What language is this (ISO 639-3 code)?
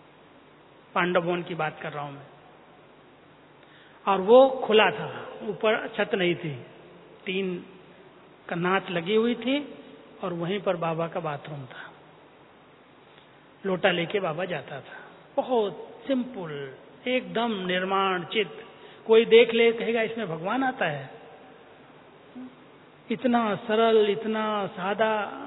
hin